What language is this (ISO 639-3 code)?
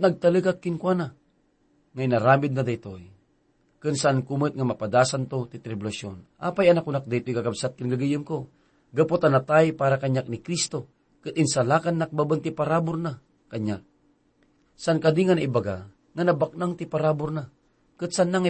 ilo